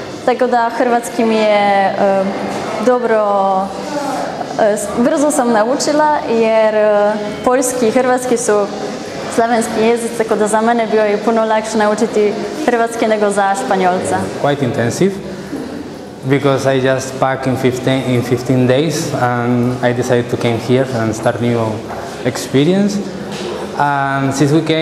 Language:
Croatian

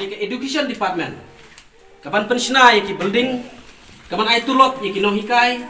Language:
Khasi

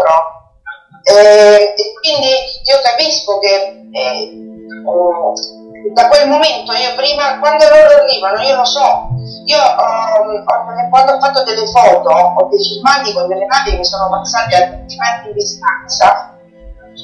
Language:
Italian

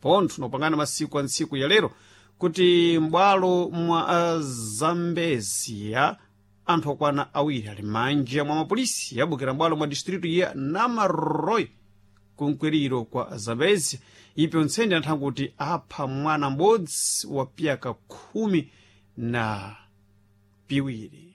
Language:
Sena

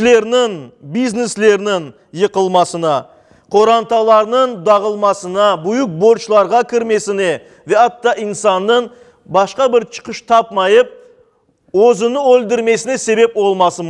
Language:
Crimean Tatar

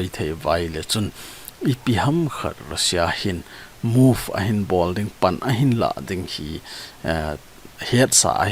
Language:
Thado Chin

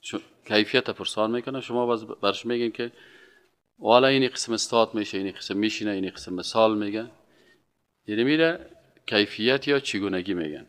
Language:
Persian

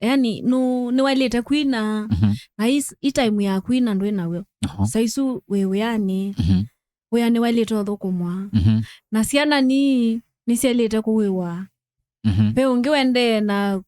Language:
Kamba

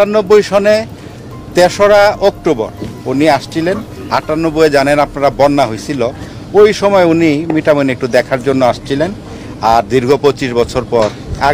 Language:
Bangla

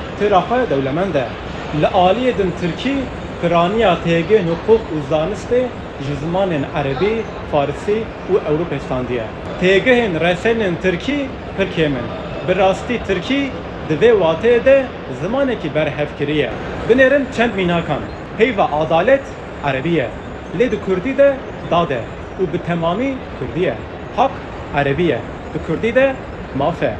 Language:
Kurdish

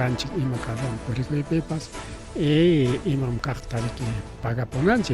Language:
Ayacucho Quechua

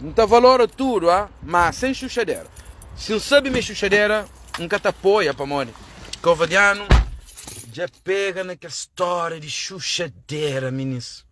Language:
Kabuverdianu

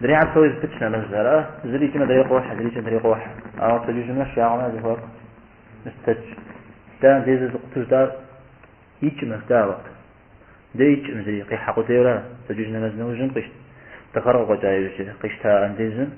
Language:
Kabardian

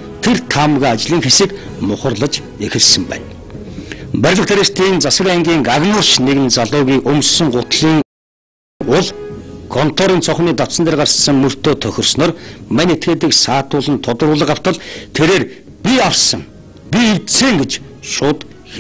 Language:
Mongolian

